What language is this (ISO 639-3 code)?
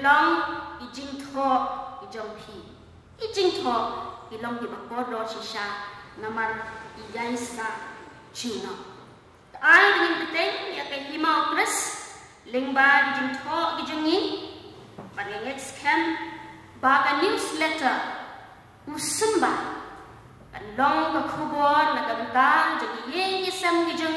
kha